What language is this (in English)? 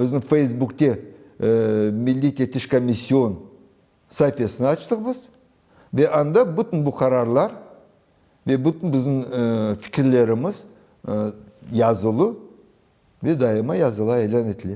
Crimean Tatar